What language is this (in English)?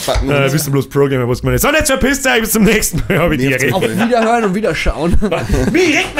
Bavarian